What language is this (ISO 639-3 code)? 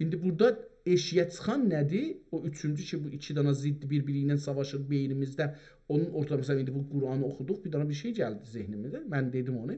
azb